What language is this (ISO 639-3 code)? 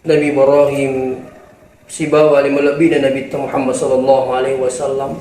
bug